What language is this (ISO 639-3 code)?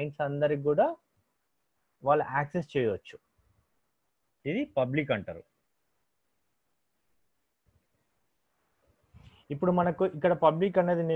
tel